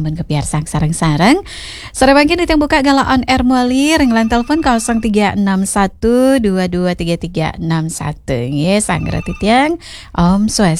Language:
Balinese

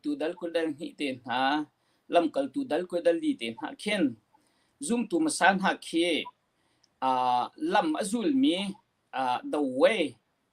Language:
Hakha Chin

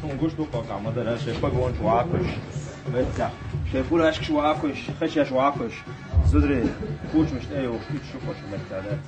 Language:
Chechen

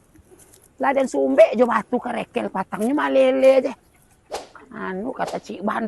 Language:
Minangkabau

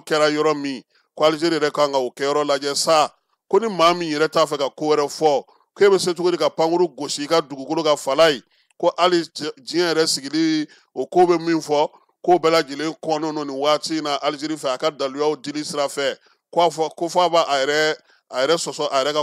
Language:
Bambara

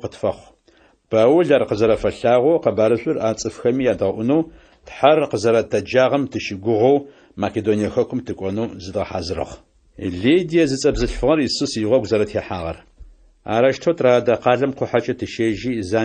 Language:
Adyghe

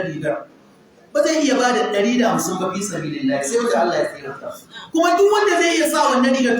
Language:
Hausa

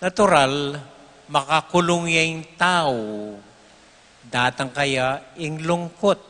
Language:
Pampanga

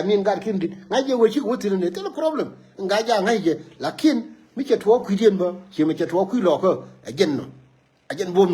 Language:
Nuer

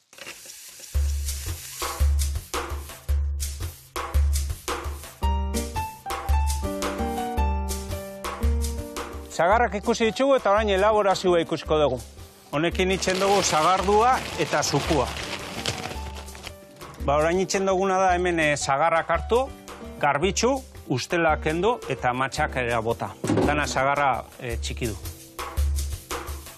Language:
Basque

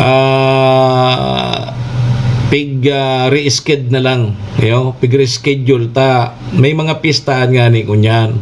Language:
Bikol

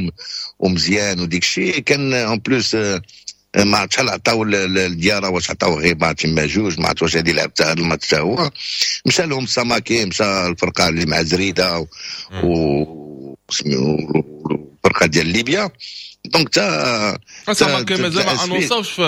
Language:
Moroccan Arabic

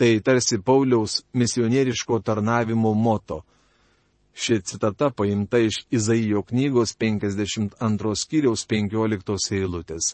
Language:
Lithuanian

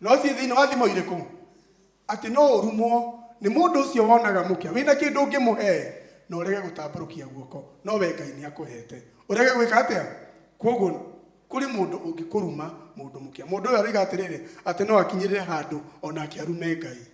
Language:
Kikuyu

